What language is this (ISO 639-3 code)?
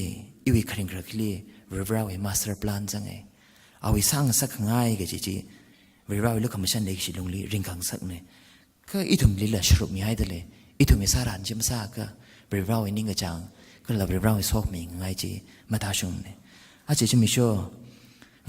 nmf